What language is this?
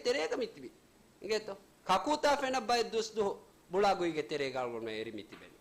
Divehi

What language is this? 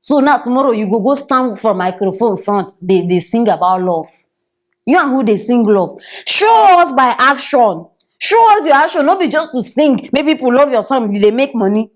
Nigerian Pidgin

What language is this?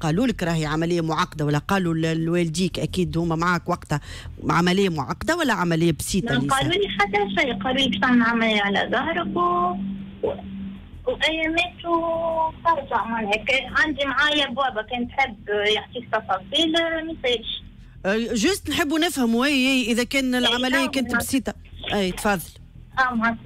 Tunisian Arabic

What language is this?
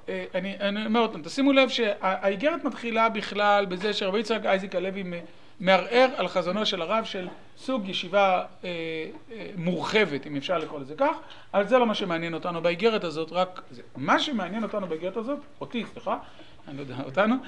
Hebrew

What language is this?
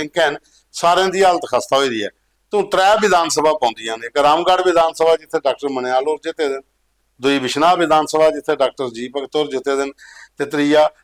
Dogri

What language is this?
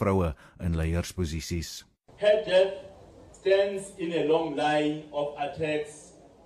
Afrikaans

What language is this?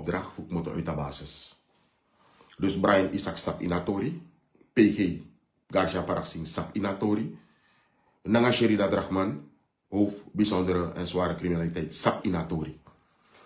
Sranan Tongo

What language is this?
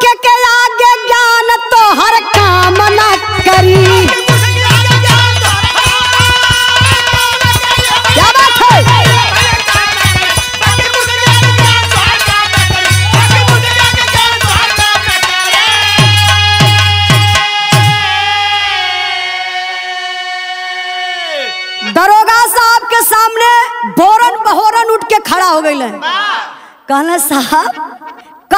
Bhojpuri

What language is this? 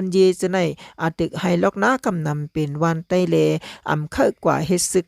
Shan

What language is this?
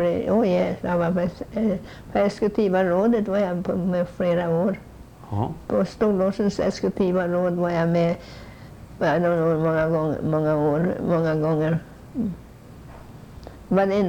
Swedish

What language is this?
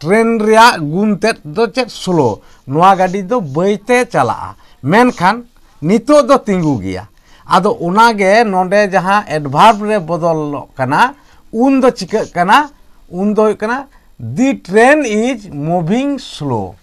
Santali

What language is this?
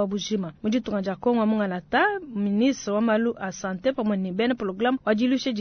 Luba-Lulua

